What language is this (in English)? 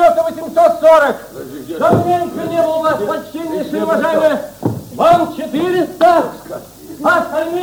Russian